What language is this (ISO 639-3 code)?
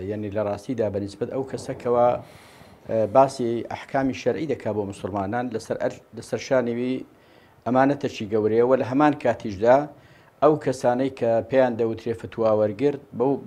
ckb